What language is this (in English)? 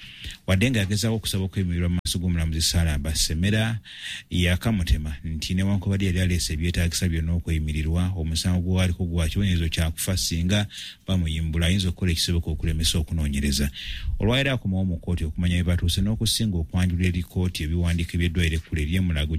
Ganda